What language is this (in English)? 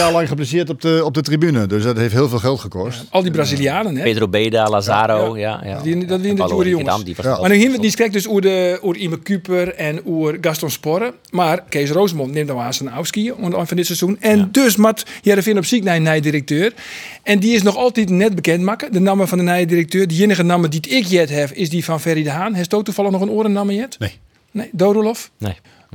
Western Frisian